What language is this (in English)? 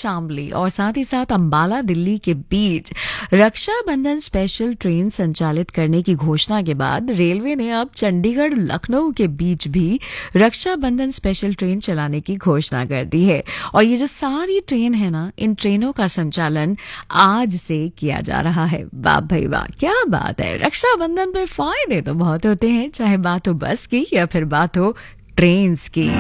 Hindi